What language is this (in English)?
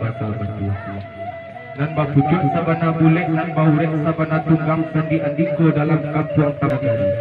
Minangkabau